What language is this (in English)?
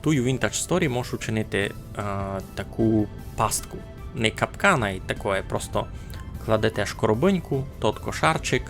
Rusyn